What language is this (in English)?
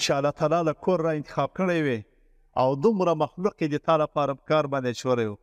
Pashto